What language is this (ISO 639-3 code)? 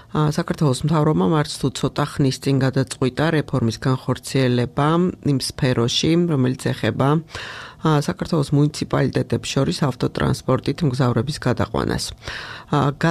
kat